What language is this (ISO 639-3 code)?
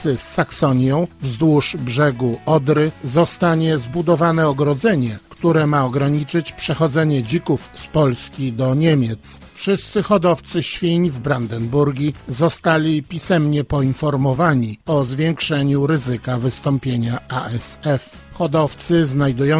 pol